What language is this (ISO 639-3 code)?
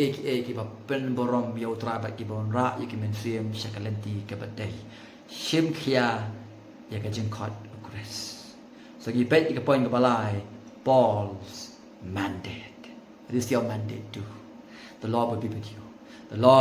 kha